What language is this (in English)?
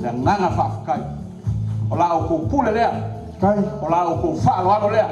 Samoan